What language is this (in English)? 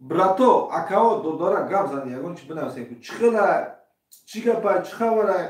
Tajik